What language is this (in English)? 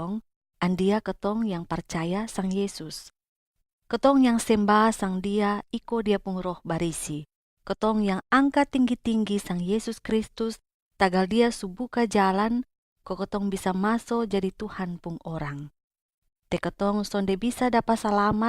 Kupang Malay